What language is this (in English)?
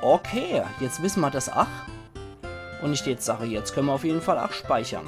Palatine German